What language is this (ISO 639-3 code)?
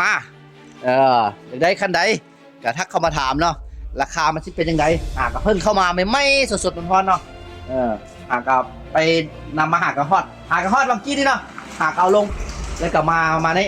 lao